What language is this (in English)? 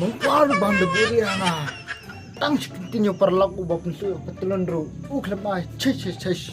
Khasi